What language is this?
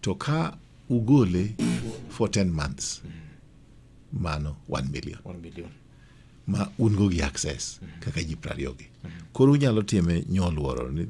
Luo (Kenya and Tanzania)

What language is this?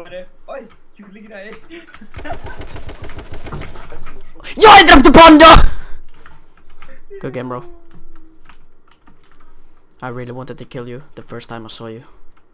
Norwegian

